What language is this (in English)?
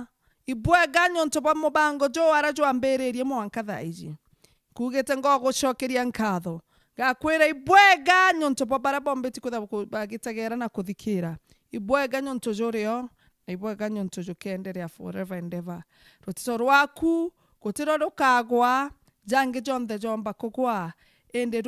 Meru